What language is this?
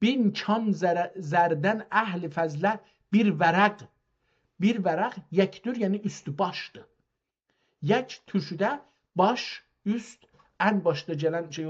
South Azerbaijani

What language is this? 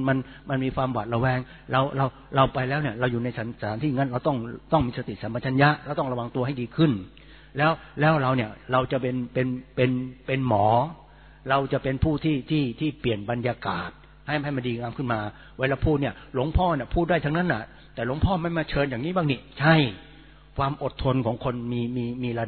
Thai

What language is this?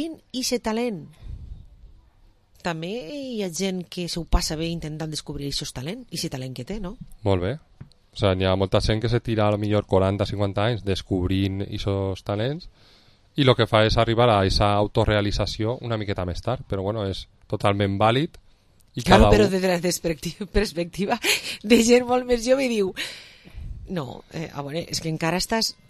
Catalan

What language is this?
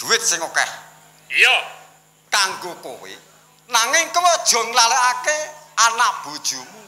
Javanese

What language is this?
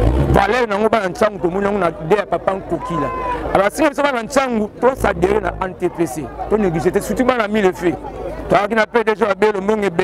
Lingala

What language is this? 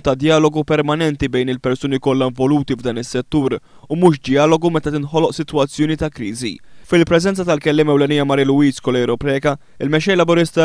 Maltese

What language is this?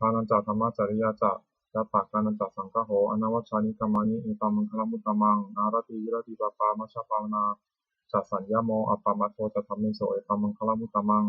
Pali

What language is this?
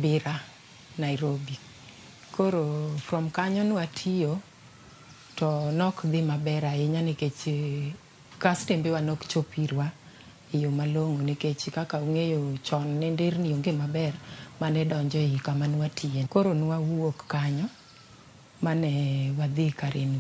Luo (Kenya and Tanzania)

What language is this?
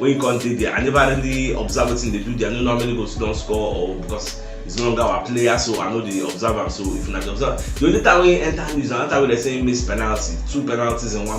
Nigerian Pidgin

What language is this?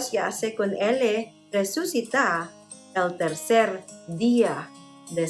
Chavacano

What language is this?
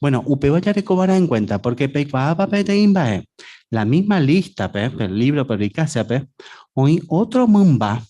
Guarani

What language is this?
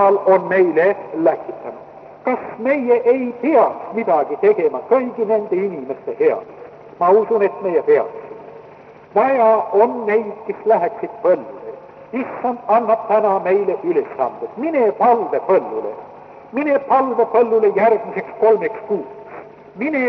Estonian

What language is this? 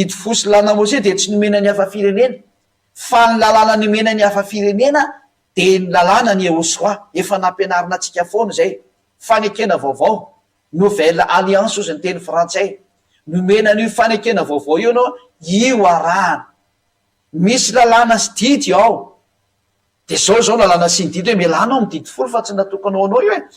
Malagasy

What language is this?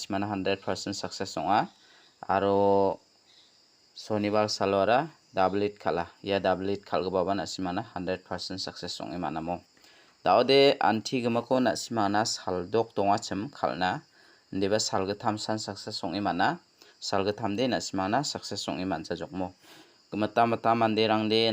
Garo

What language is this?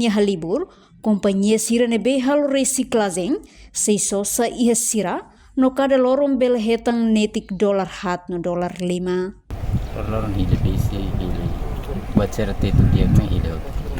Tetum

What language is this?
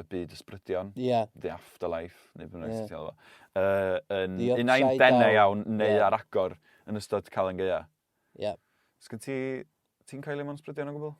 Welsh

